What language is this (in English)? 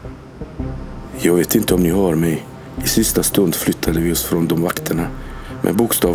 Swedish